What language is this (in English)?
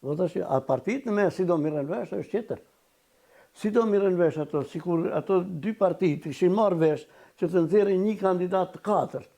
Albanian